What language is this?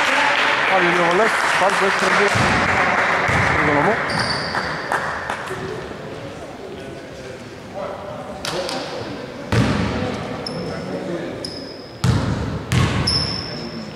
Greek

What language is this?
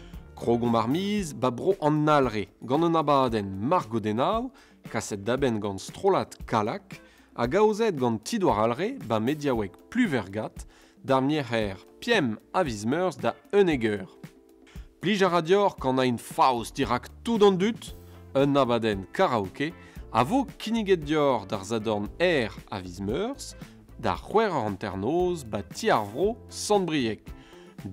Breton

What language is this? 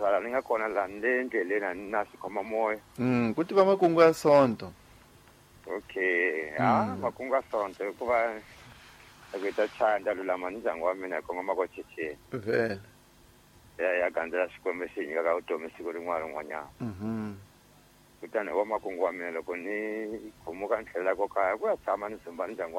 Tsonga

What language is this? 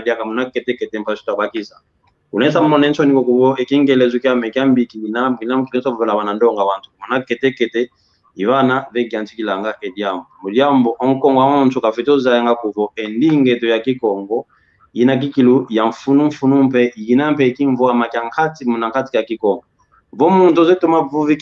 San Salvador Kongo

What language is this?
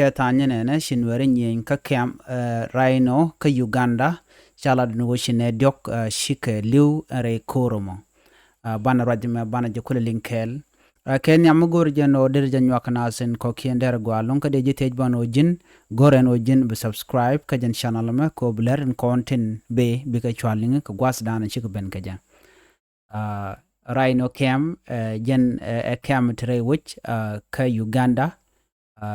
Nuer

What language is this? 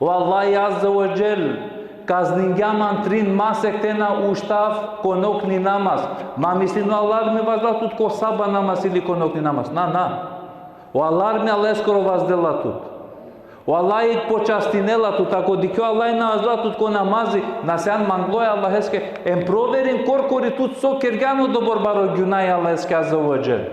Balkan Romani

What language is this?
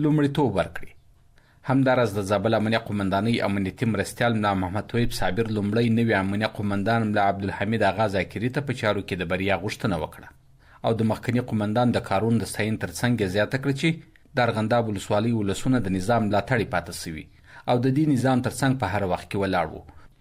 Pashto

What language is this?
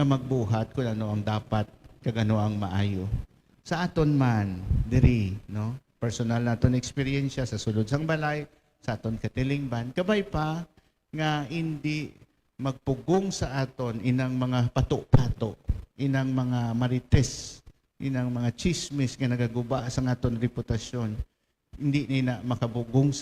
Hiligaynon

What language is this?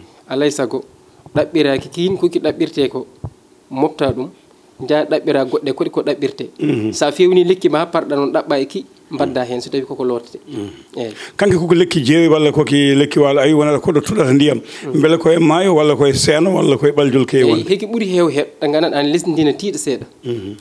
Fula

